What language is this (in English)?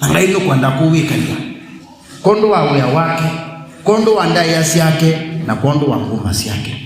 Kamba